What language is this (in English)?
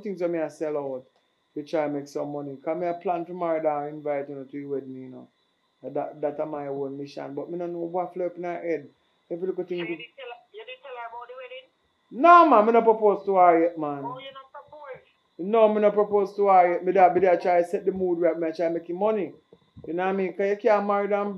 Jamaican Creole English